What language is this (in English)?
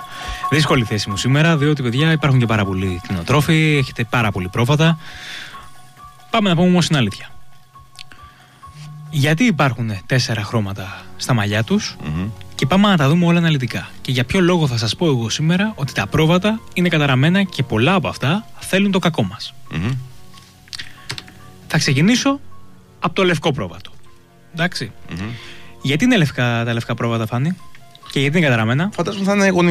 Greek